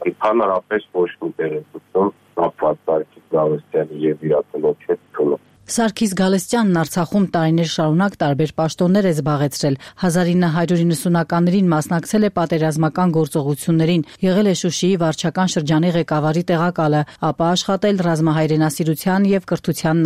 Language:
Armenian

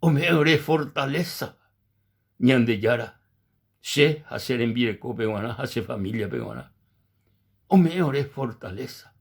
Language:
Guarani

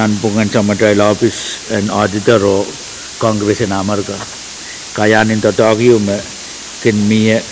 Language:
Pohnpeian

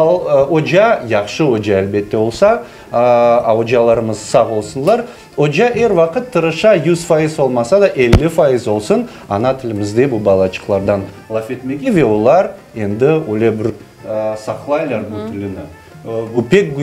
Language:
Crimean Tatar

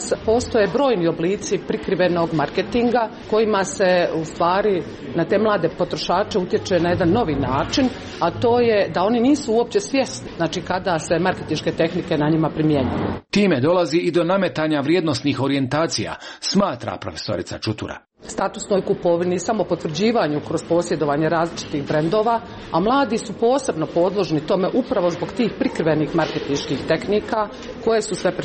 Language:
Croatian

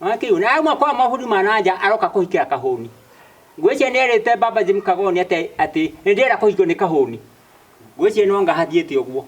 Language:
Kikuyu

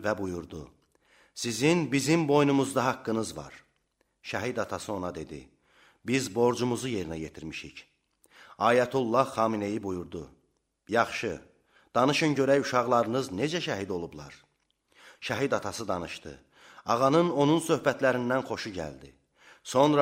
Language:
Azerbaijani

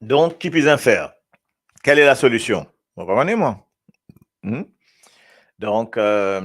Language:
Morisyen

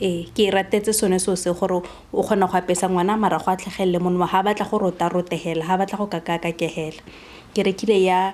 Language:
Tswana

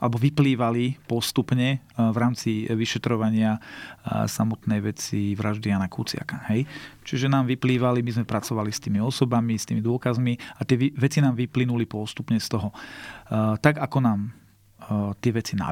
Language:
Slovak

